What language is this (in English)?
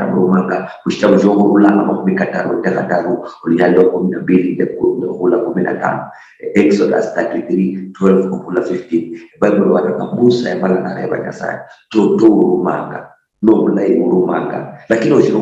Luyia